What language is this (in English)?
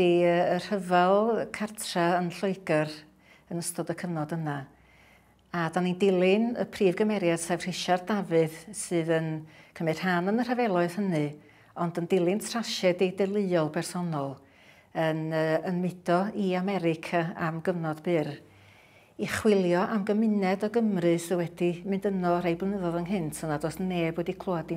Welsh